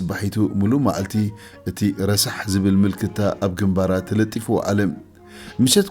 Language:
Tigrinya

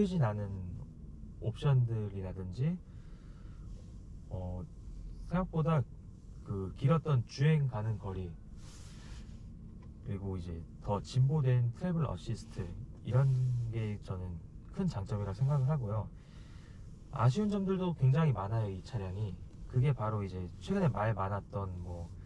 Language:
Korean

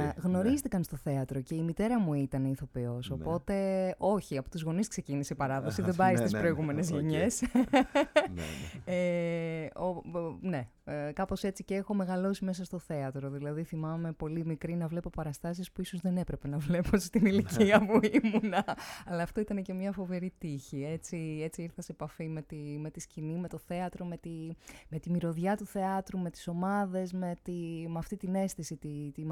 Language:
Greek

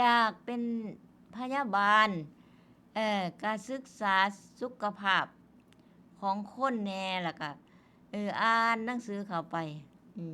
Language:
Northeastern Thai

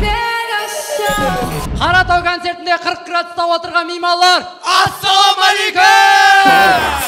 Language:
Kara-Kalpak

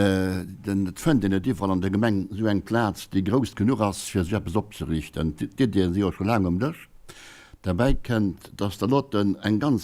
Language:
Luxembourgish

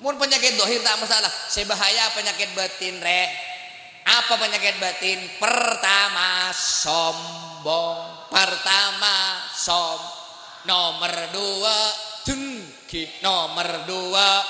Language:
Madurese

